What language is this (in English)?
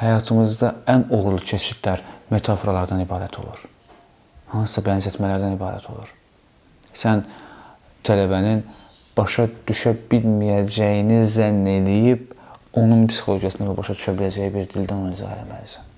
Azerbaijani